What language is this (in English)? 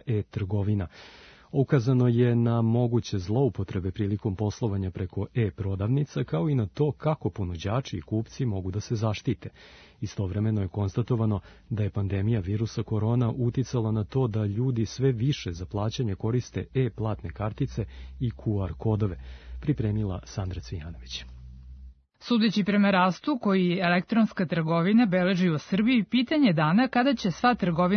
Serbian